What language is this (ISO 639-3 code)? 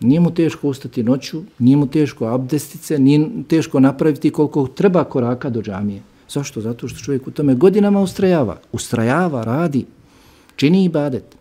bos